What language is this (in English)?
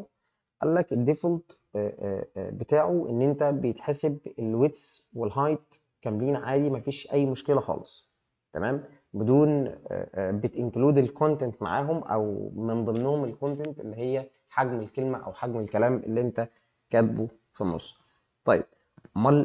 Egyptian Arabic